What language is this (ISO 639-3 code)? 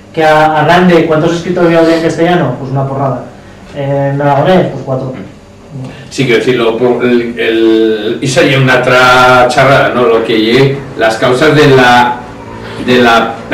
arg